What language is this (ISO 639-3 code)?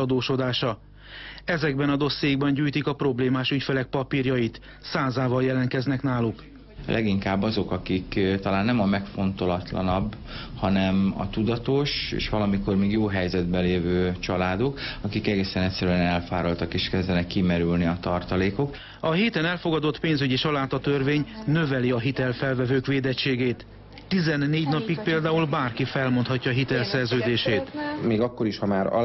hun